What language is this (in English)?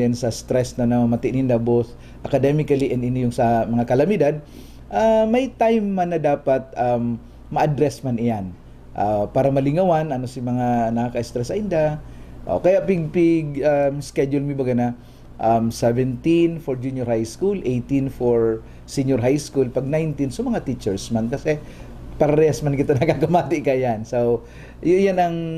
Bikol